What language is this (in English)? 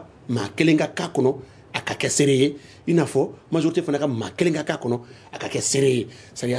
Bambara